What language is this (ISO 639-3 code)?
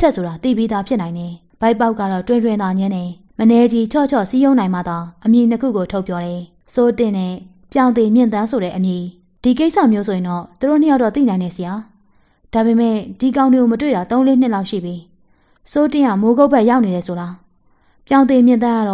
mya